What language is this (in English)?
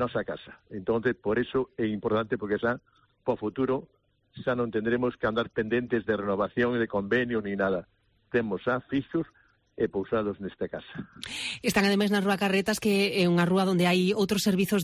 Galician